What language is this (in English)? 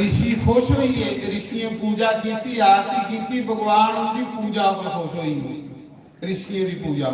Dogri